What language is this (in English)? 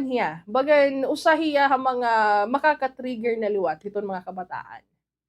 Waray